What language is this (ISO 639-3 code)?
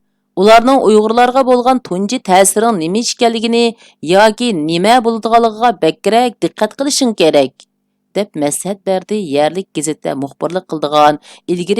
uig